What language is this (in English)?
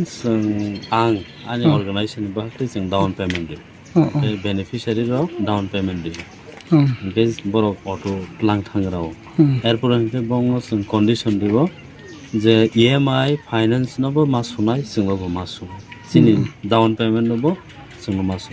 Riang (India)